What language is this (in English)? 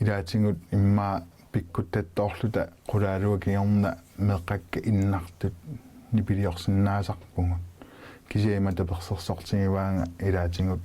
Kalaallisut